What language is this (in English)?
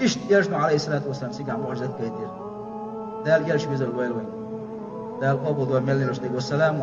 Chechen